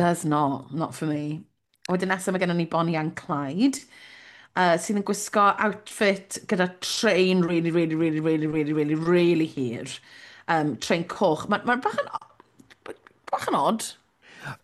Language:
Welsh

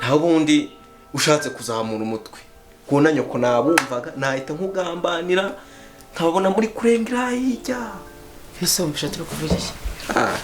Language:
Kinyarwanda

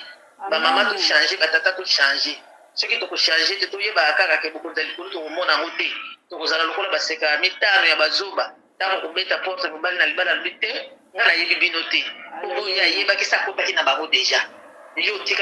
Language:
Lingala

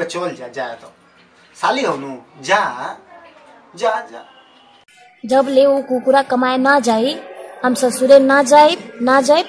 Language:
Bhojpuri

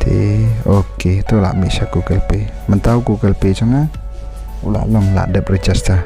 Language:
Khasi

